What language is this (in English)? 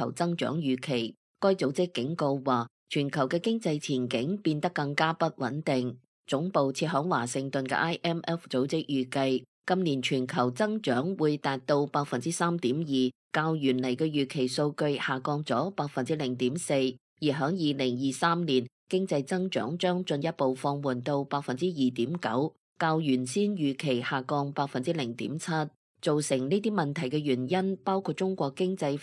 Cantonese